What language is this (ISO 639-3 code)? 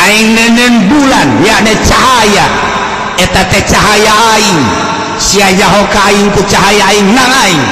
sun